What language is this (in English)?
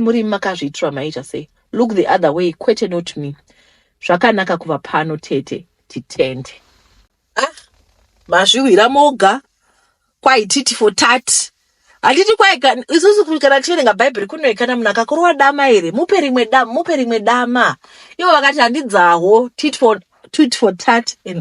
Shona